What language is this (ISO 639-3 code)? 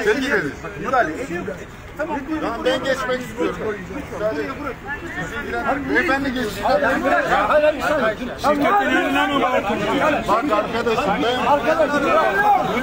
tur